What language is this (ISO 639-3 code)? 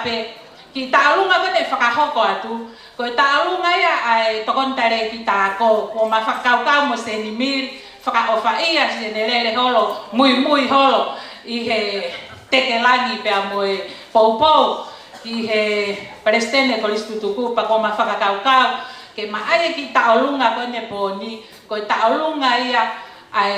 ton